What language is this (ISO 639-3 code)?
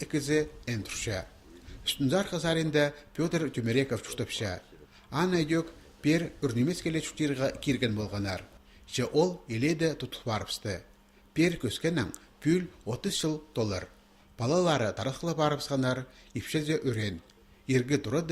kjh